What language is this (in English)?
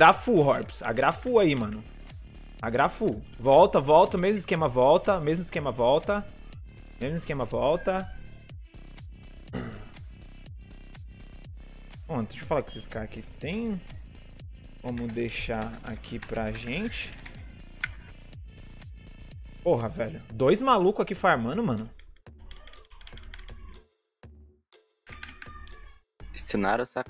Portuguese